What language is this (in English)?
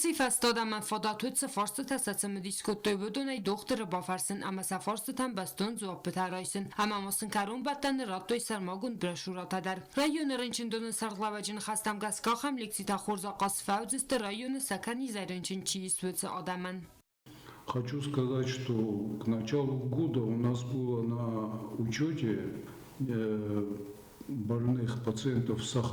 Ossetic